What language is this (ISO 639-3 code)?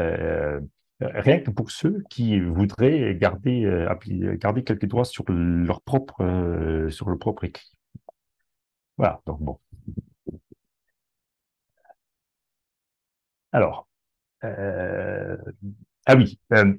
fra